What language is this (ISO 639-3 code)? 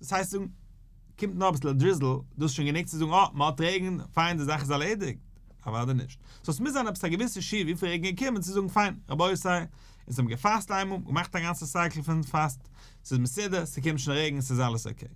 yid